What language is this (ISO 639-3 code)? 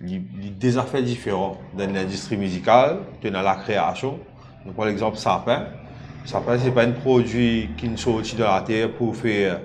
mfe